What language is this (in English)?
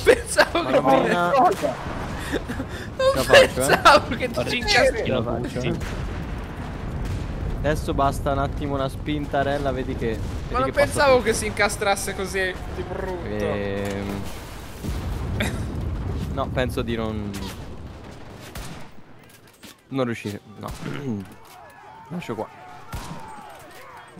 Italian